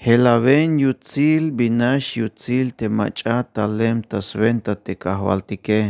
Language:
Tzeltal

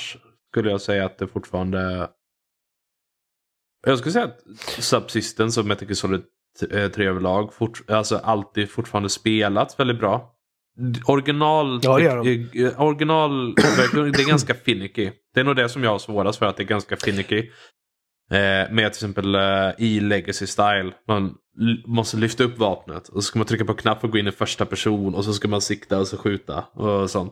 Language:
Swedish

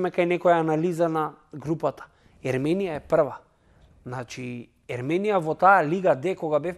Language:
Macedonian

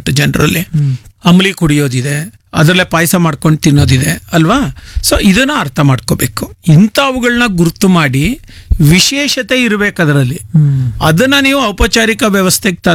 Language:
Kannada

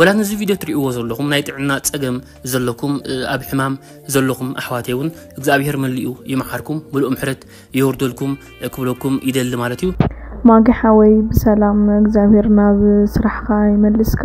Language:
Tigrinya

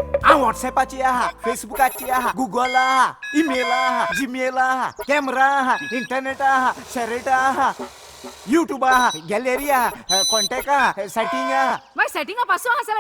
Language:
Konkani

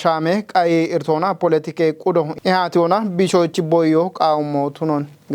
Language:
Kafa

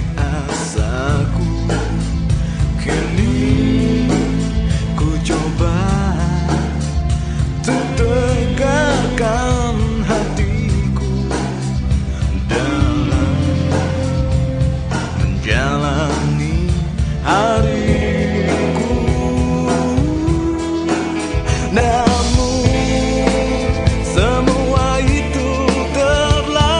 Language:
Indonesian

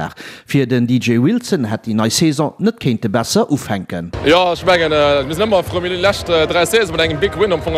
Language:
Luxembourgish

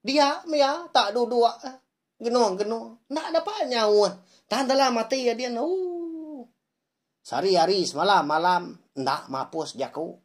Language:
Iban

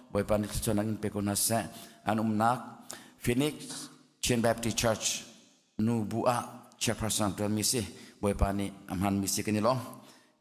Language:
Hakha Chin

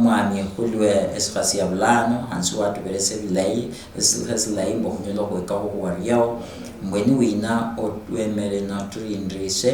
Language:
Luyia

